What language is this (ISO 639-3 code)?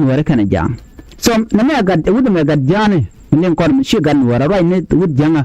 nus